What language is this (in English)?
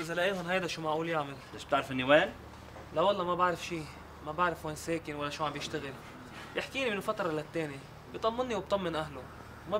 North Levantine Arabic